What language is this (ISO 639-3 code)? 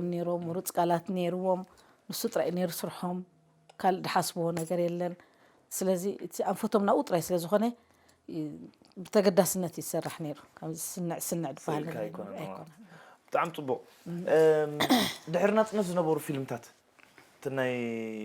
tir